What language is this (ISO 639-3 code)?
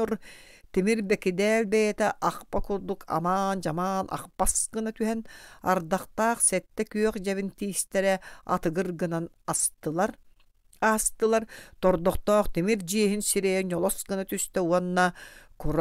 sah